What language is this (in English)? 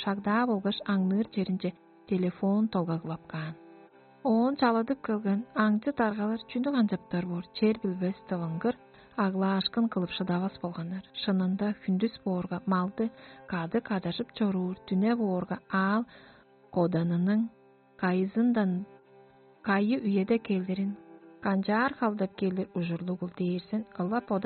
Tuvinian